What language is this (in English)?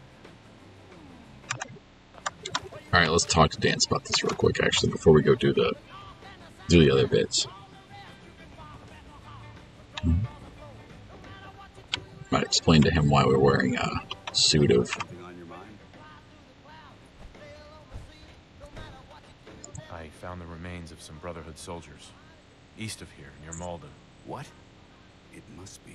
English